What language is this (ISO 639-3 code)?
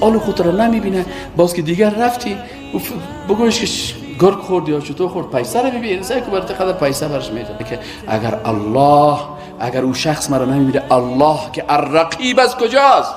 fas